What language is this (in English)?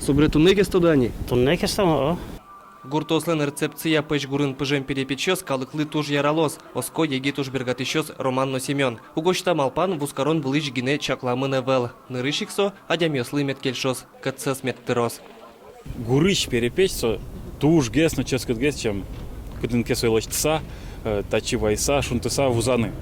Udmurt